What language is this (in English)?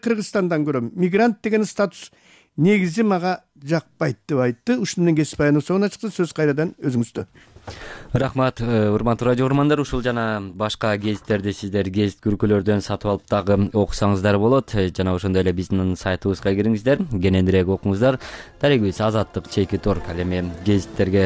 Kyrgyz